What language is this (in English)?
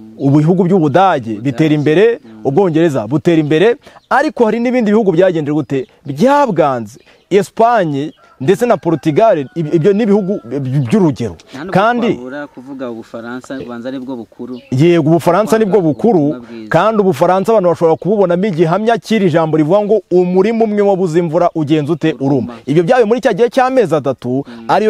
Kinyarwanda